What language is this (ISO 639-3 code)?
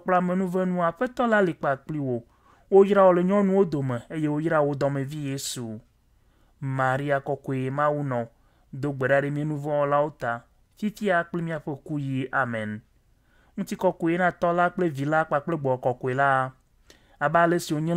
ewe